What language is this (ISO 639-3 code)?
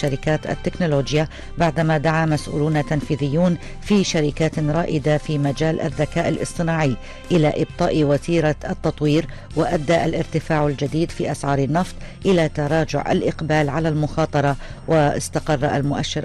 ara